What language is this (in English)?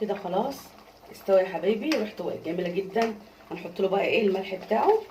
Egyptian Arabic